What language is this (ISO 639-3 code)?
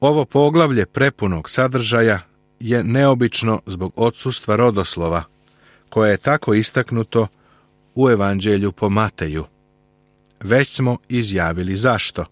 srp